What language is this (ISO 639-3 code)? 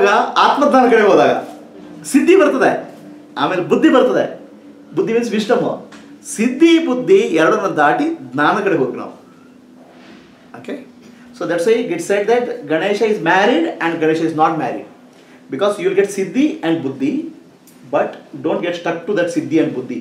kan